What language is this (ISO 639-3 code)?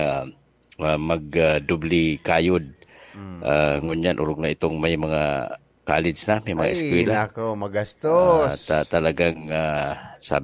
bik